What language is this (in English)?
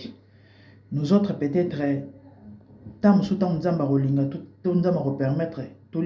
Lingala